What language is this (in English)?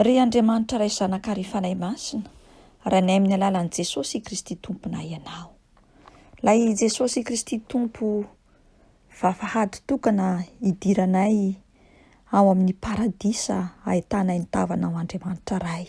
Malagasy